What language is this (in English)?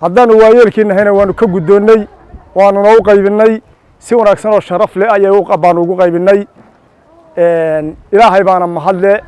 Somali